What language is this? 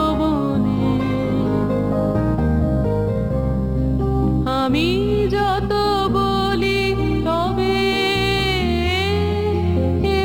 Bangla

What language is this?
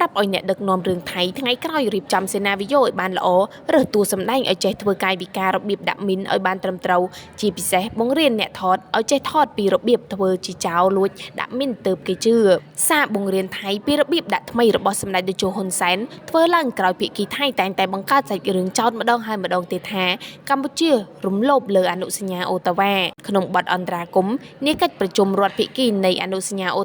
Khmer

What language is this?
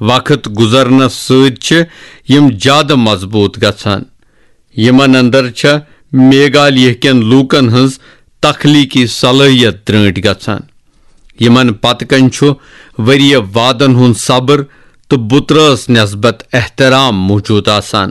Kashmiri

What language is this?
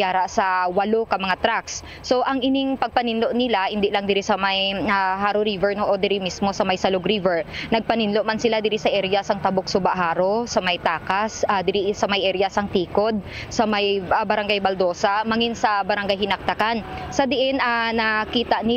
Hiligaynon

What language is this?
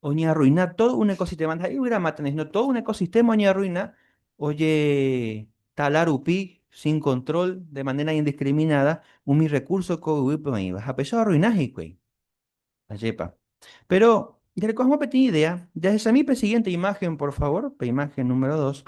Guarani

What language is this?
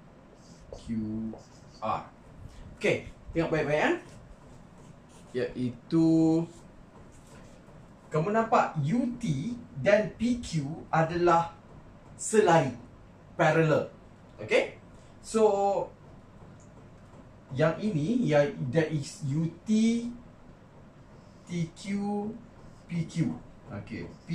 Malay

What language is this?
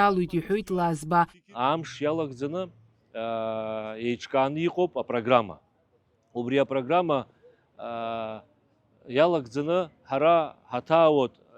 Abkhazian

